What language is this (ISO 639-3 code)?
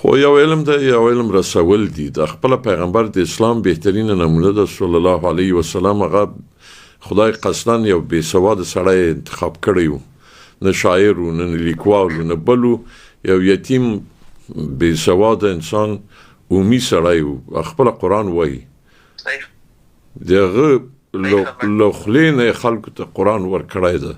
pus